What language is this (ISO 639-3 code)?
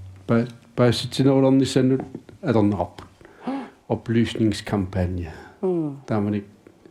kal